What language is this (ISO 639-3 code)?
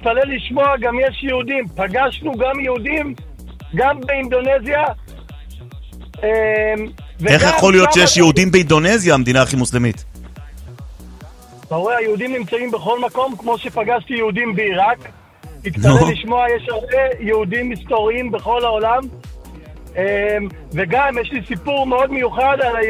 heb